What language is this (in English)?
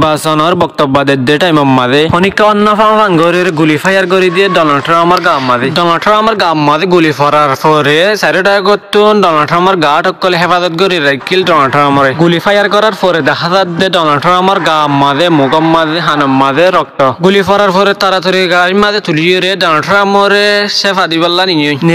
Rohingya